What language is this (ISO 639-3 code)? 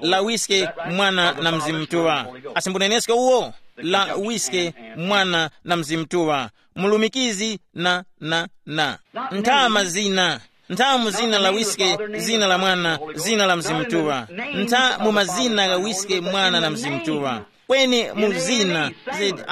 tum